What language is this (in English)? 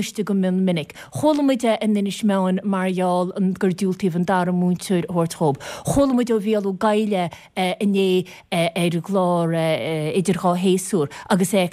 Irish